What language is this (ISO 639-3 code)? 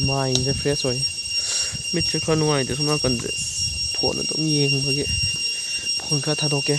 mni